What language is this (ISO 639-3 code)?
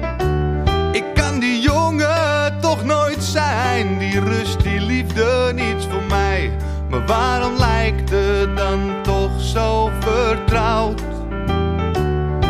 nld